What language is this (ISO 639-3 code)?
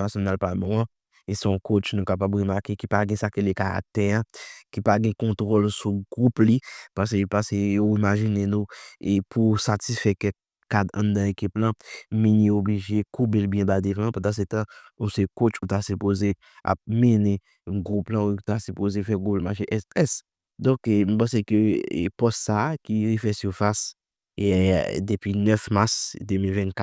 hat